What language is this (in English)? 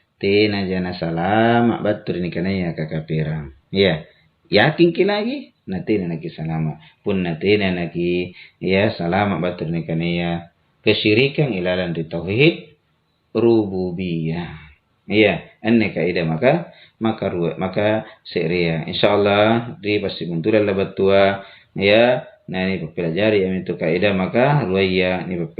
Makasar